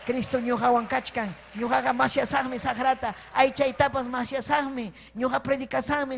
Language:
Ayacucho Quechua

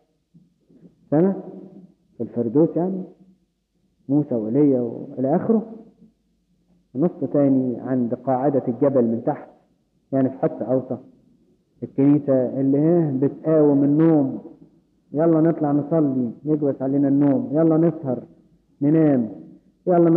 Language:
Egyptian Arabic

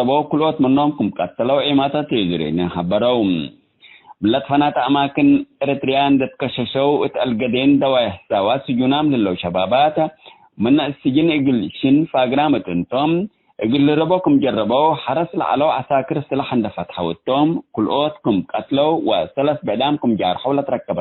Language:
Tigre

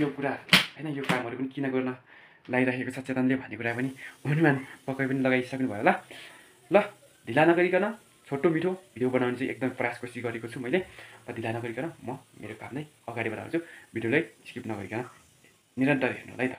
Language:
Nepali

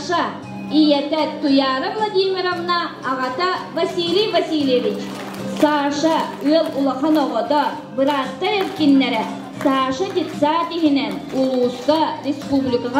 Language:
Yakut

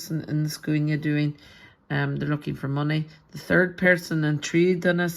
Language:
Irish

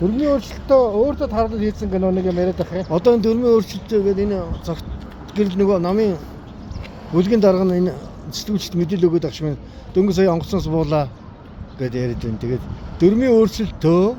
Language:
Mongolian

